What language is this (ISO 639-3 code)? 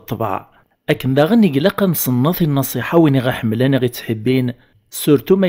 kab